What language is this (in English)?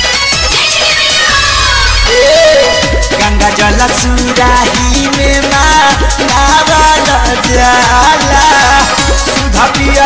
Bhojpuri